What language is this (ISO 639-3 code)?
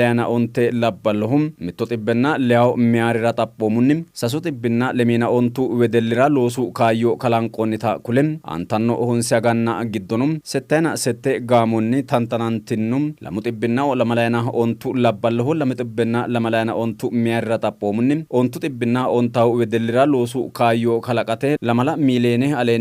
sid